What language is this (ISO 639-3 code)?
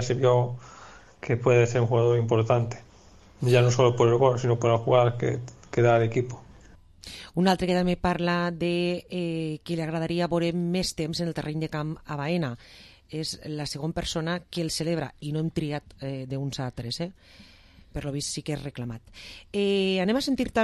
cat